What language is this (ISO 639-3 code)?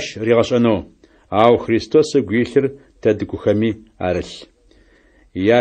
ady